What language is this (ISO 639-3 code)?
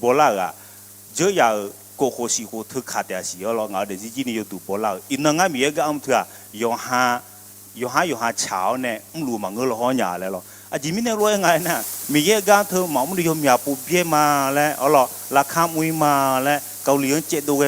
ahk